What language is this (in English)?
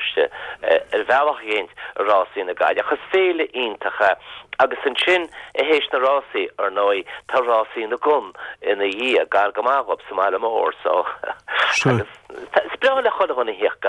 Irish